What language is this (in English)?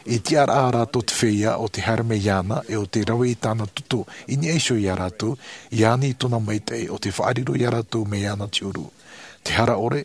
Tahitian